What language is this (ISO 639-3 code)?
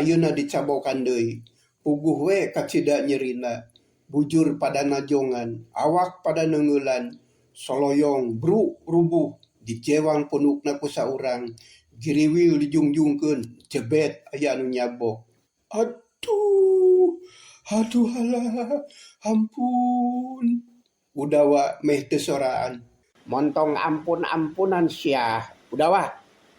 sun